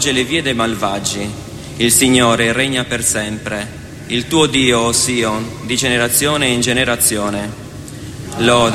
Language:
Italian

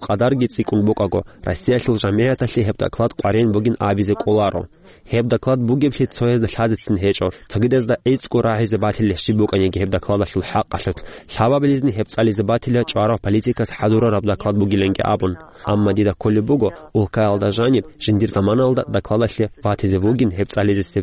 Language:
Avaric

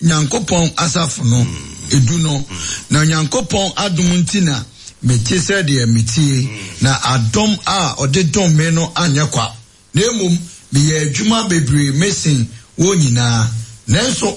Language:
Akan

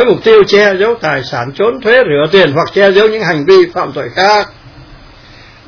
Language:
Vietnamese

